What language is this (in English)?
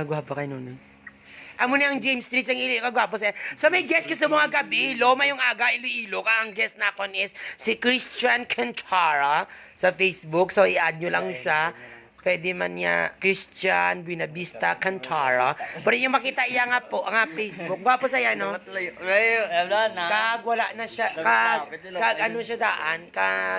Hiligaynon